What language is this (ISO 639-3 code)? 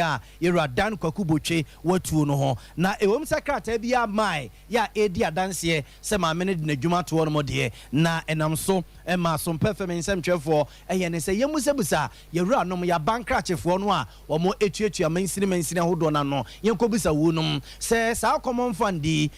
aka